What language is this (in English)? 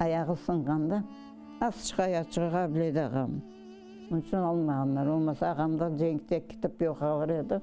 Crimean Tatar